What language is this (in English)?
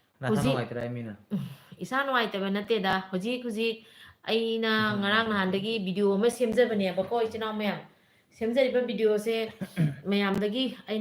Manipuri